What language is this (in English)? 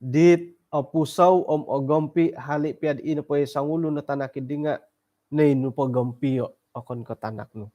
Central Dusun